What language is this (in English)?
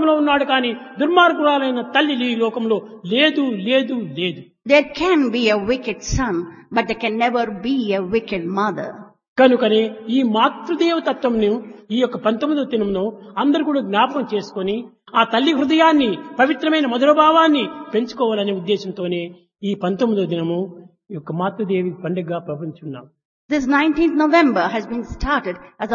Telugu